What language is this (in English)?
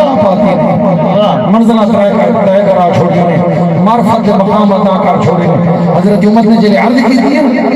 Saraiki